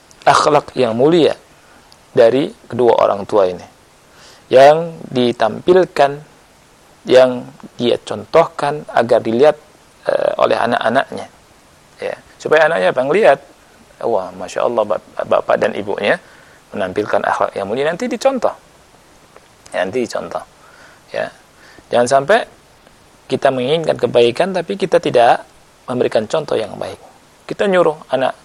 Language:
Indonesian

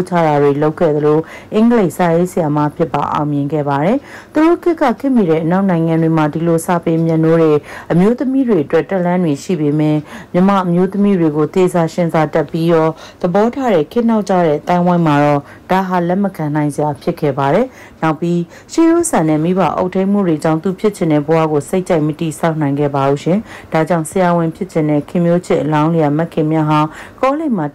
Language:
Burmese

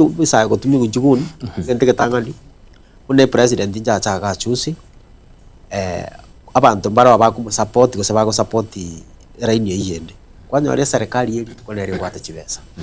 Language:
Gusii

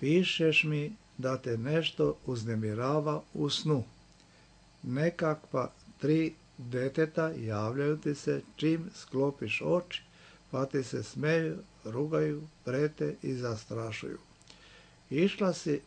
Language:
Serbian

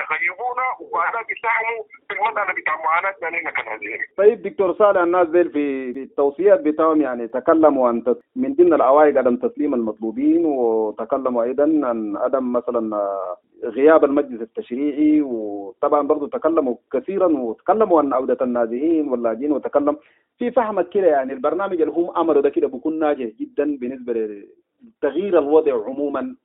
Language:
Sudanese Arabic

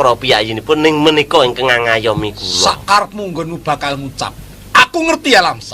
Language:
Javanese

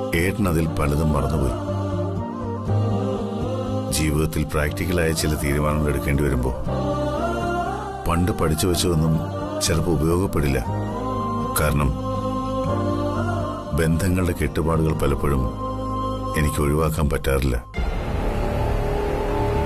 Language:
Malayalam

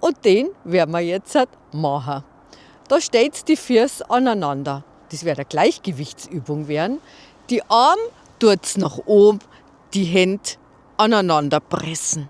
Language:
Bavarian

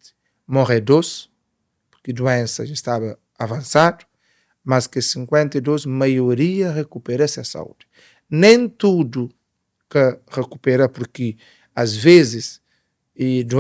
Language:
Kabuverdianu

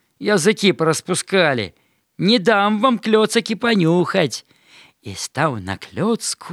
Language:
Belarusian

